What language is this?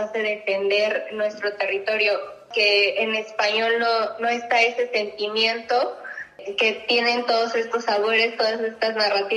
Spanish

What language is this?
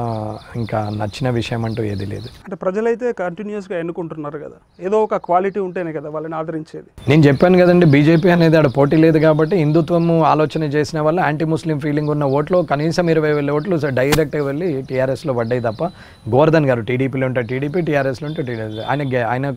Telugu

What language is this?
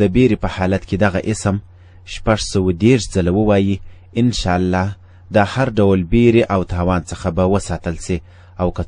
Pashto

